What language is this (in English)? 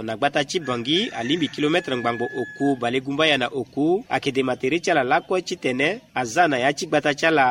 Sango